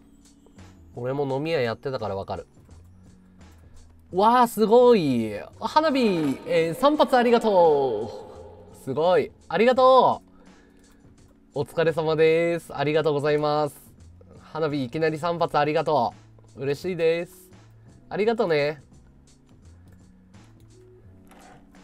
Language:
Japanese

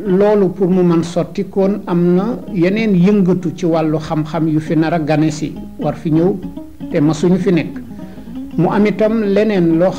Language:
Wolof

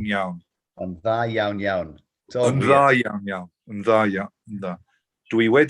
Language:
Welsh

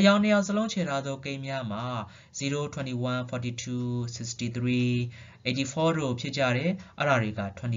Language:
Burmese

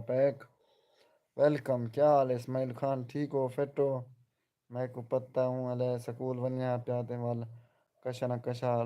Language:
Saraiki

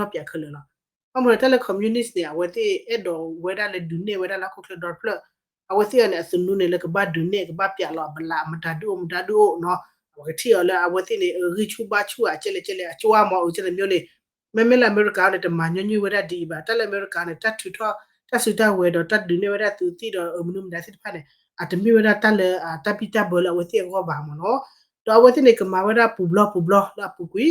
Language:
S'gaw Karen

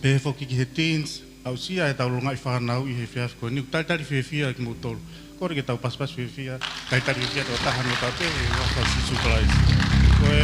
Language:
Tongan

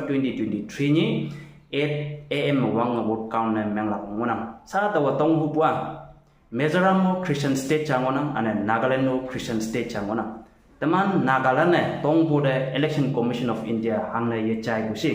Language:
Konyak Naga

